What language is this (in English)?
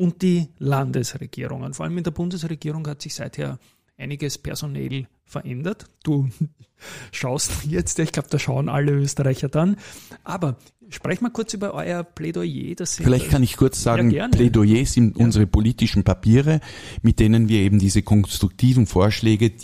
German